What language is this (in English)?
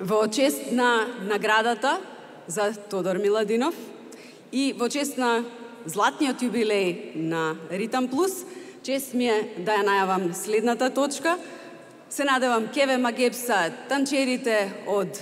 Macedonian